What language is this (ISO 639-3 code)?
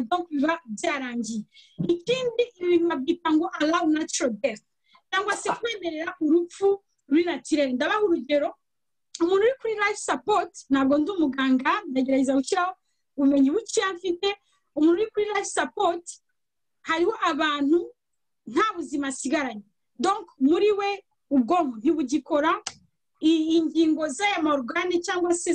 kin